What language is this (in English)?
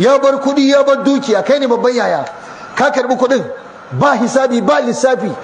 Hausa